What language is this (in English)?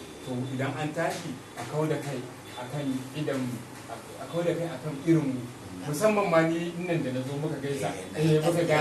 Hausa